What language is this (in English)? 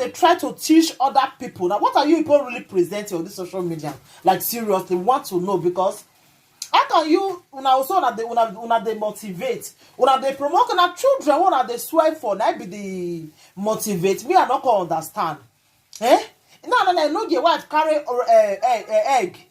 Nigerian Pidgin